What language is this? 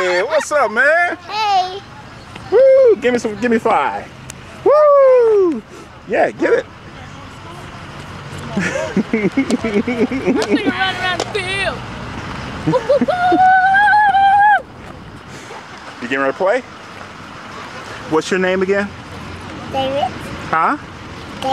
English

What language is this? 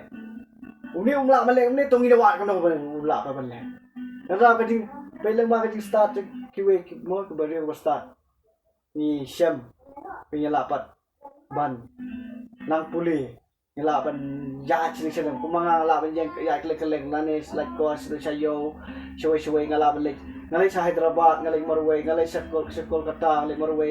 Khasi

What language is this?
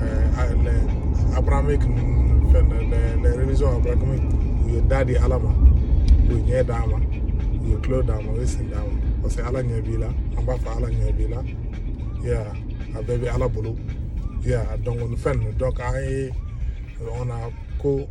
Bambara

